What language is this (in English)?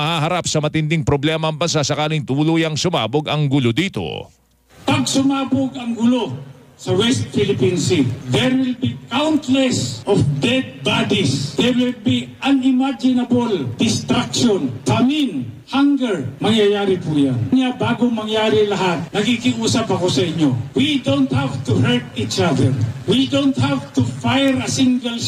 Filipino